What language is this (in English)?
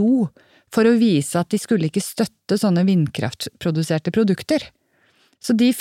Norwegian